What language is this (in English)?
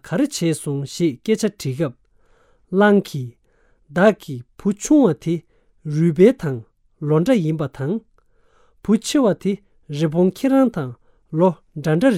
Tibetan